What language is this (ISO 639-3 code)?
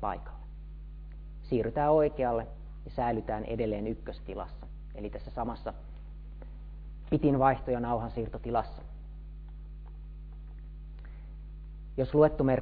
fin